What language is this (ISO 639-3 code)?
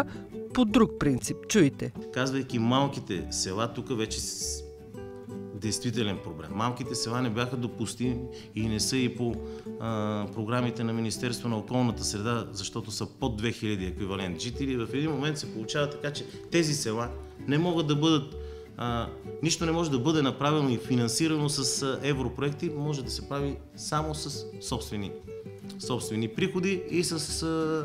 bul